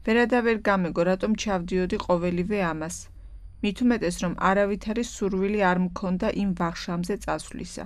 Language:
Georgian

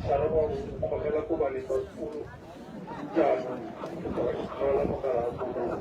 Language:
Tswana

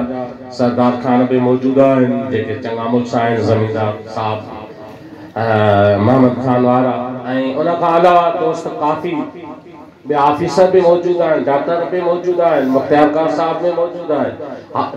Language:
Sindhi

